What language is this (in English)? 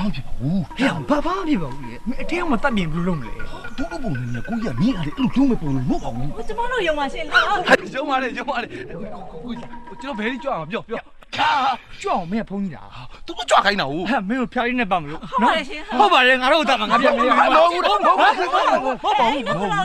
Burmese